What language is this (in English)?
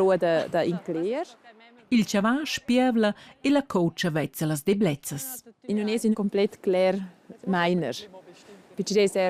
Romansh